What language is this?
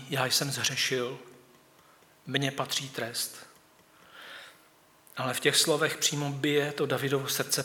Czech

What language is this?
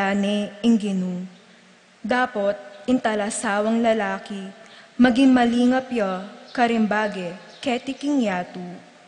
Pampanga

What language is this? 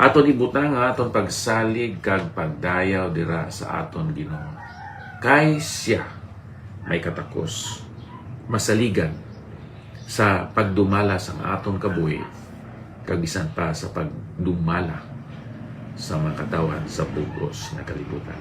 Hiligaynon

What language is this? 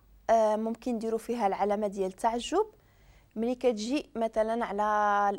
Moroccan Arabic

